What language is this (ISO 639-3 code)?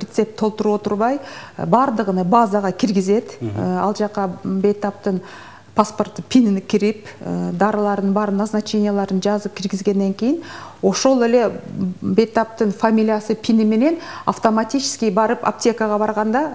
kir